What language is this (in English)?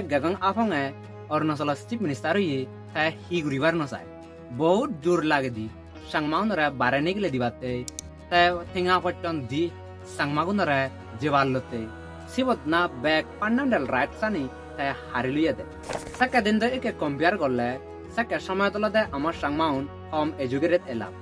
Chakma